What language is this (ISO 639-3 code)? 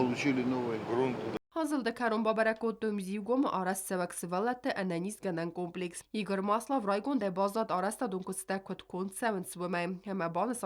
oss